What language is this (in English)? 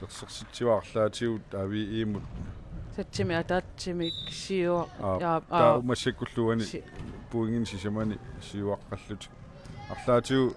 Kalaallisut